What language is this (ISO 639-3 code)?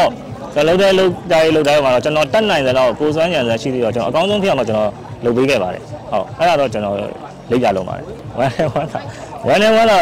mya